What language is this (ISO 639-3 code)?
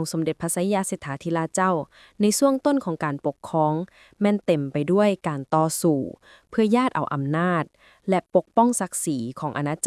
lao